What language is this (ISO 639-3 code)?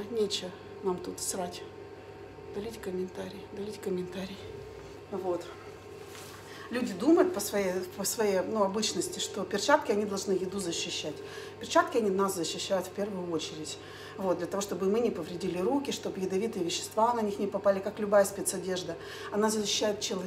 rus